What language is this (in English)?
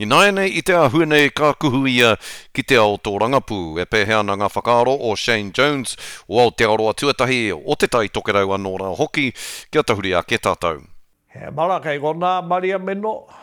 Māori